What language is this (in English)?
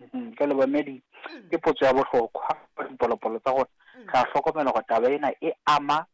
Southern Sotho